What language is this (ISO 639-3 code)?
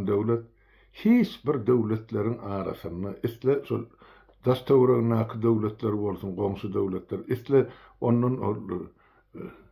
tuk